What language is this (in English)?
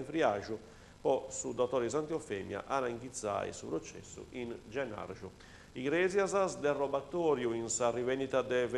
Sardinian